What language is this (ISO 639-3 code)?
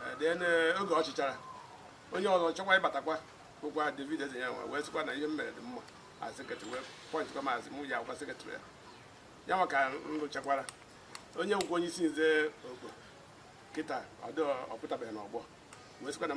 ibo